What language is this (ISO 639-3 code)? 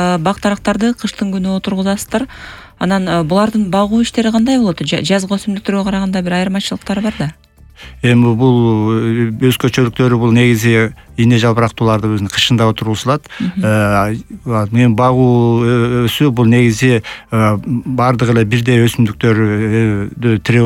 kir